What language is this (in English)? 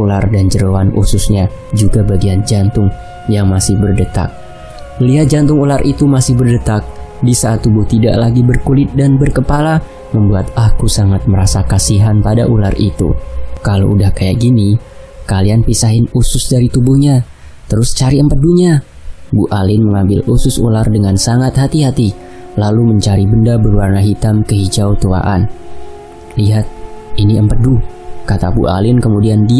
Indonesian